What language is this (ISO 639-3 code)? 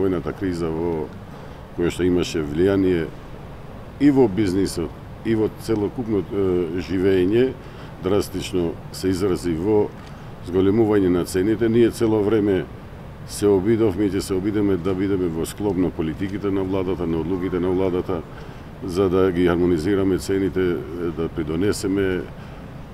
mkd